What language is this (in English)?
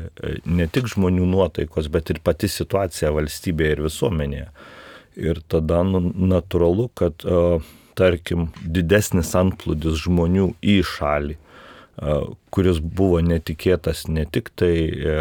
Lithuanian